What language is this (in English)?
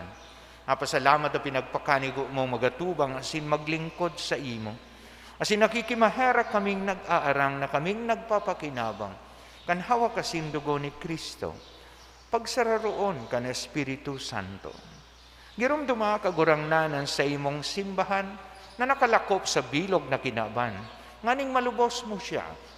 Bikol